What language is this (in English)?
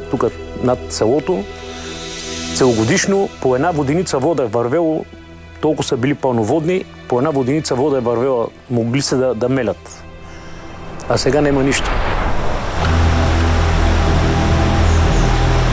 Bulgarian